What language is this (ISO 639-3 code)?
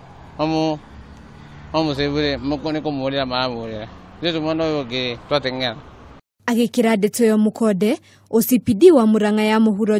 kik